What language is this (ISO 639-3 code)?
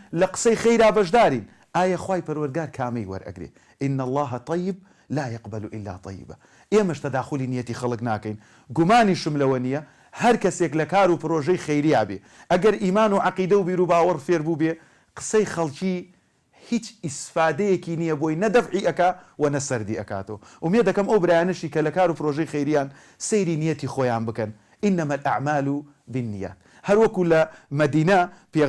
ckb